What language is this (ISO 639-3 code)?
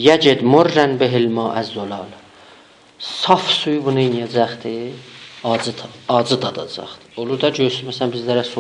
azb